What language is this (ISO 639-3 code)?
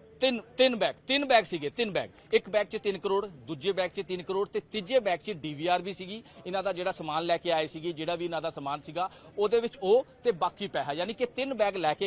pan